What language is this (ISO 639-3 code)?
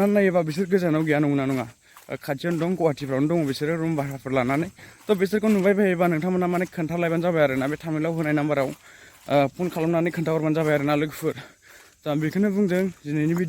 brx